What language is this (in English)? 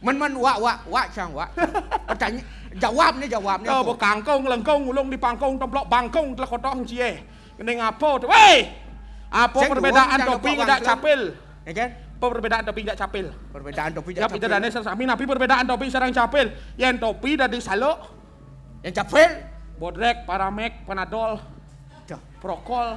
Balinese